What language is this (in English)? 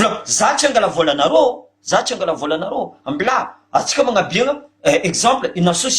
Malagasy